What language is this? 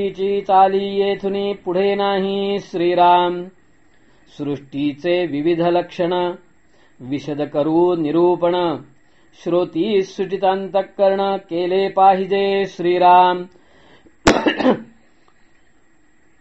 Marathi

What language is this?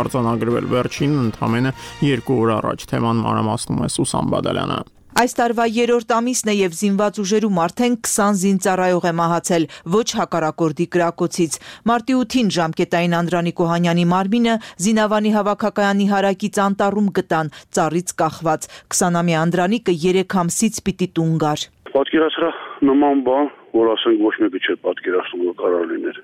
Armenian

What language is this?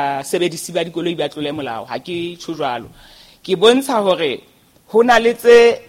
Southern Sotho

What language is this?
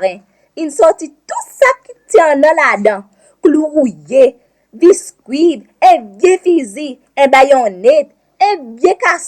Seselwa Creole French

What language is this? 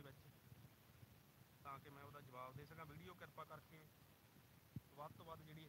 Punjabi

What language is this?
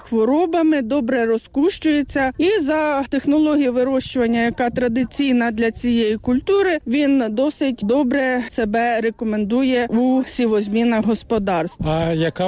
Ukrainian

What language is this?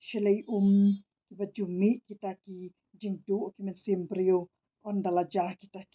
Khasi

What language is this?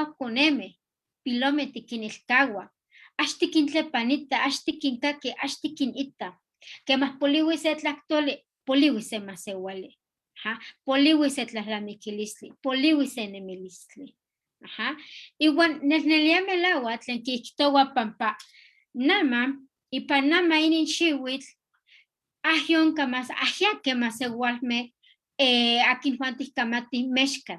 Eastern Huasteca Nahuatl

